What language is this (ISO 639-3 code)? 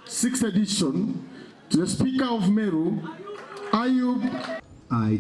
mer